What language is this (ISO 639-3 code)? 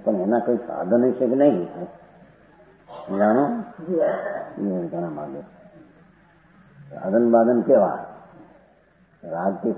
guj